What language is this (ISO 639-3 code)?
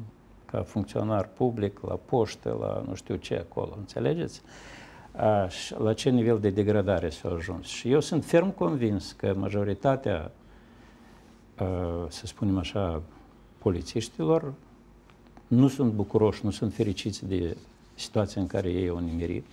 ron